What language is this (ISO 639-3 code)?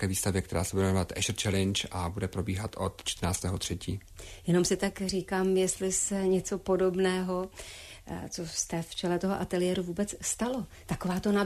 ces